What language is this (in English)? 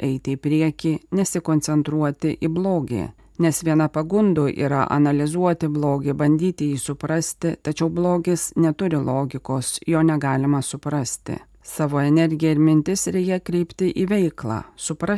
Lithuanian